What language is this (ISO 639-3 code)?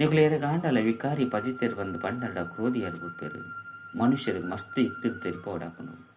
tcy